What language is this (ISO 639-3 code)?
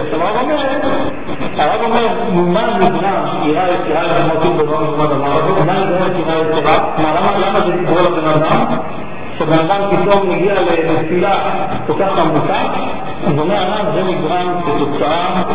heb